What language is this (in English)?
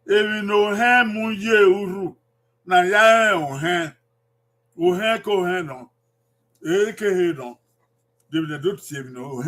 Bini